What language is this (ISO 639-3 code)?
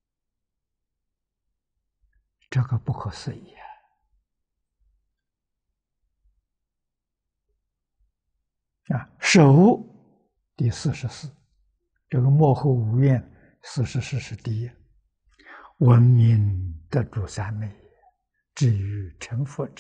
zho